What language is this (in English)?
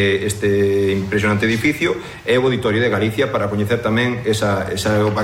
Galician